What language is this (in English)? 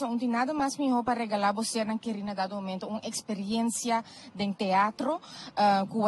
Papiamento